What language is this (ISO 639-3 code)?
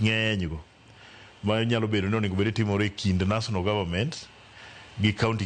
luo